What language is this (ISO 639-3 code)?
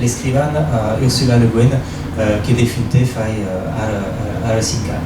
oci